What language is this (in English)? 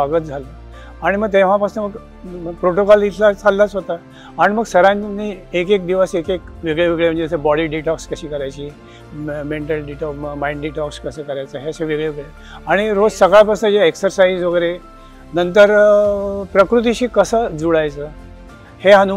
Marathi